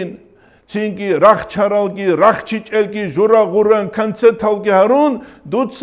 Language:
Avaric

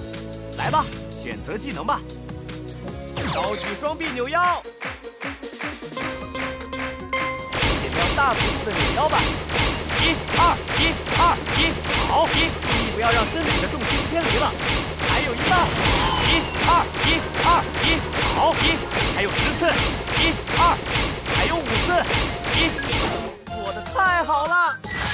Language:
Chinese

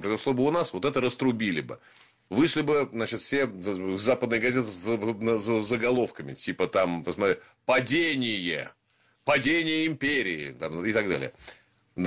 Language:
Russian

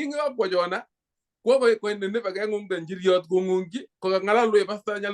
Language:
Kalenjin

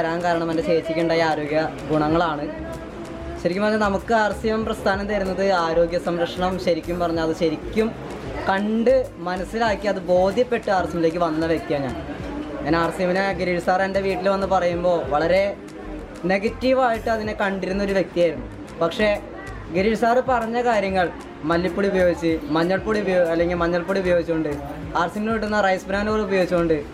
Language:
Malayalam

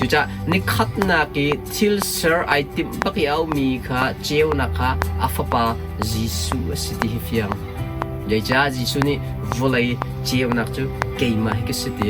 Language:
Hakha Chin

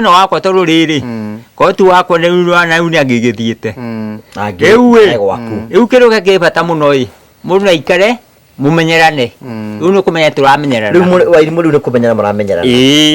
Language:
Kikuyu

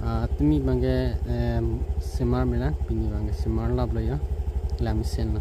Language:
Karbi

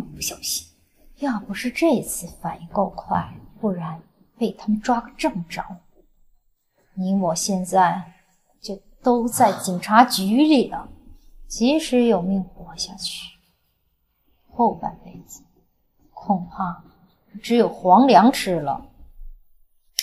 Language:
Chinese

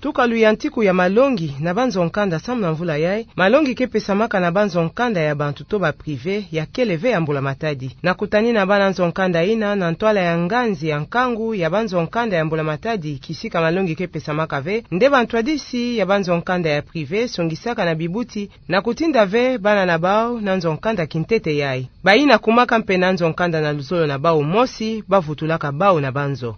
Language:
Kituba (Democratic Republic of Congo)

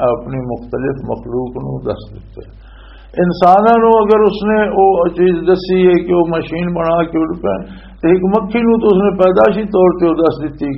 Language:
Western Panjabi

